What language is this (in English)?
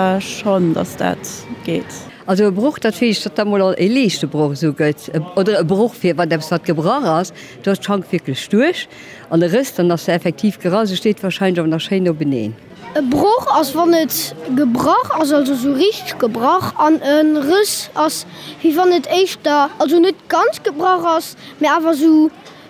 Luxembourgish